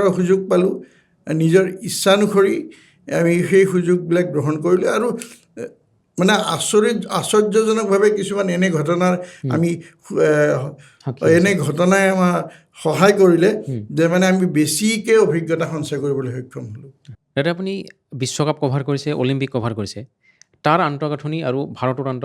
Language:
Assamese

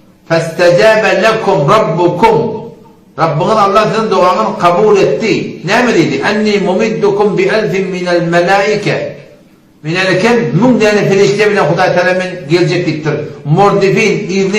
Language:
Turkmen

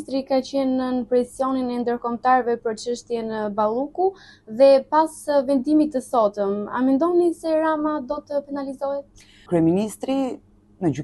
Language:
Albanian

